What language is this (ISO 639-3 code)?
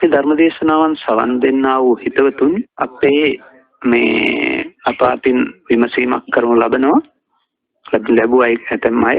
sin